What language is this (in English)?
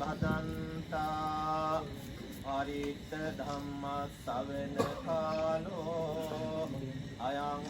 Sinhala